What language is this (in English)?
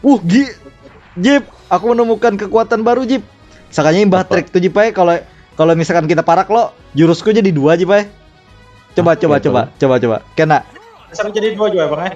Banjar